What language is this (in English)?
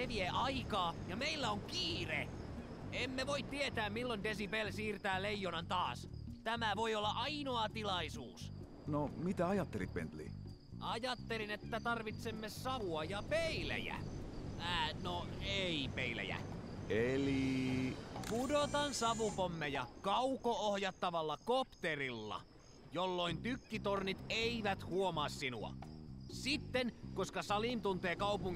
Finnish